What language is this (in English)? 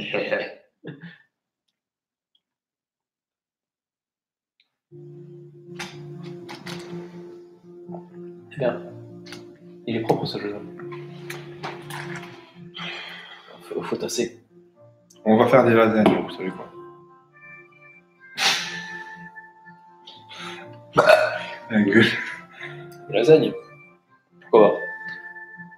French